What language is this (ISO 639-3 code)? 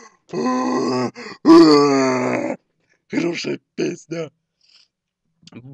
rus